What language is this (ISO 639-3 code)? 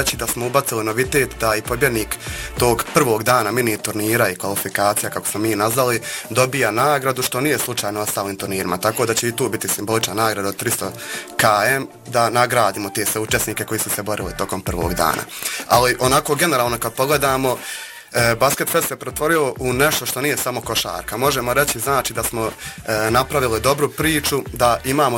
bos